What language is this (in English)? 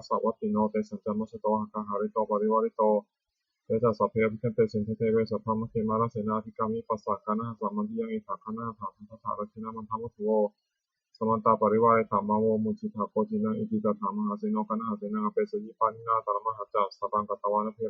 Pali